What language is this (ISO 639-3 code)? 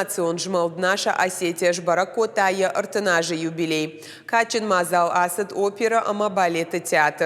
oss